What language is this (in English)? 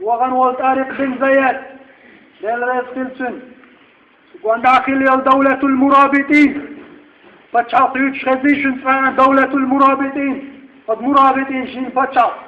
Chechen